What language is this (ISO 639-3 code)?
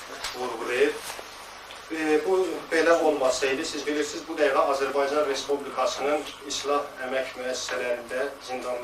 aze